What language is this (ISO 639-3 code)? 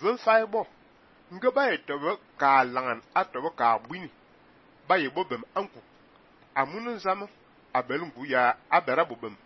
fan